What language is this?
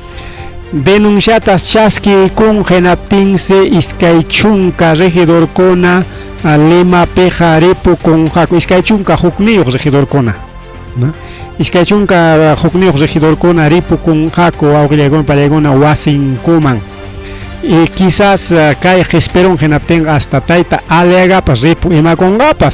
Ayacucho Quechua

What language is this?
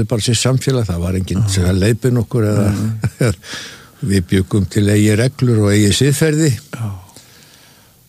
Icelandic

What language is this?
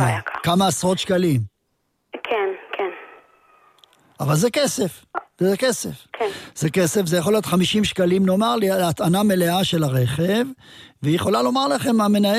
Hebrew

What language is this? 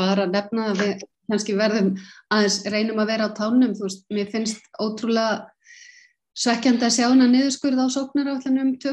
Icelandic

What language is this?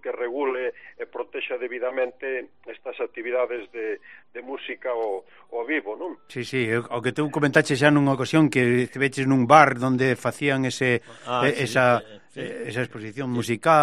Galician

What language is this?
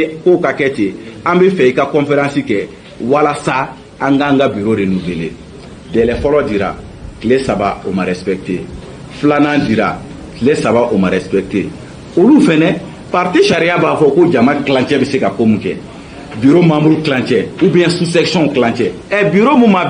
Bambara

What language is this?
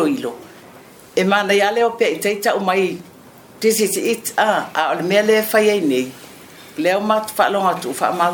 Samoan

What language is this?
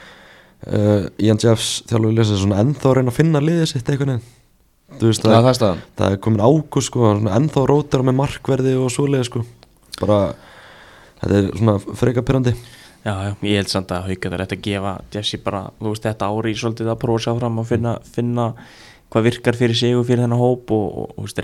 Icelandic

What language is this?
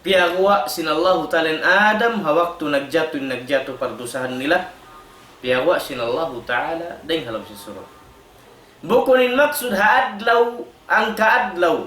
Tausug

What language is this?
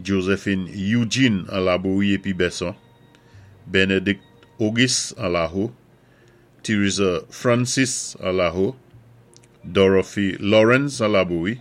Saint Lucian Creole French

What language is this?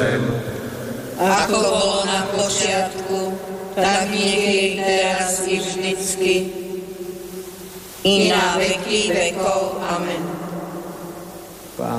Slovak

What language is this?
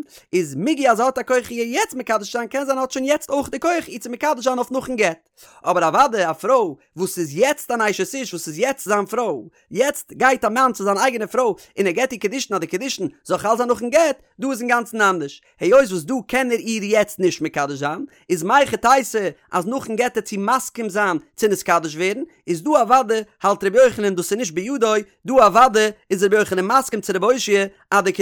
Yiddish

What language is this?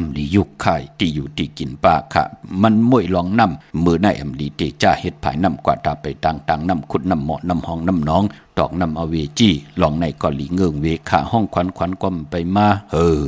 Shan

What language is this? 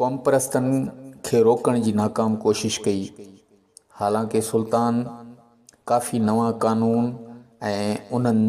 Sindhi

